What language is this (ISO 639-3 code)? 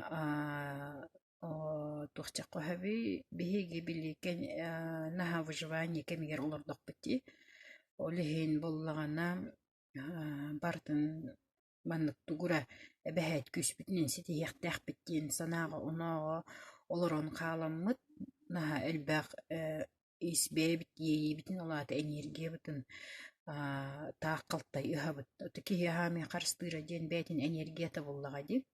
sah